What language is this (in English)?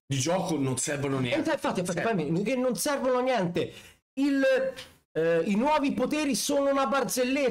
Italian